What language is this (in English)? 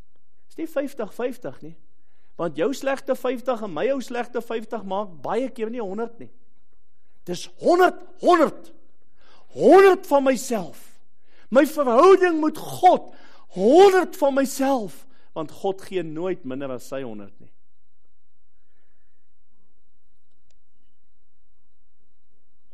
Afrikaans